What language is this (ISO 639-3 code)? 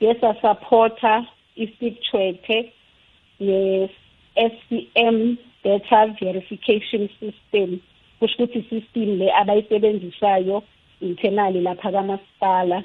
nbl